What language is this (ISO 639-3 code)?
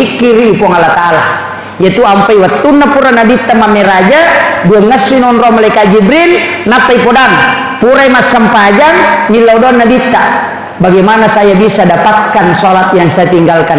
bug